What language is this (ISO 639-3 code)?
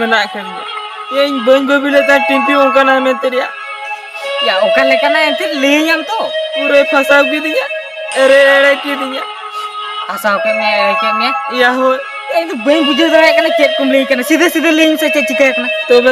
sat